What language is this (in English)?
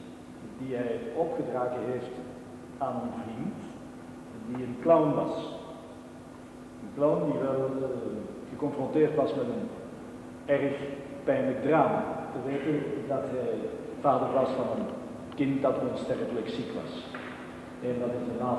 Dutch